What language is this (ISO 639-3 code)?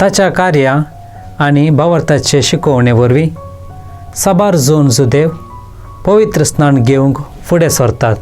kok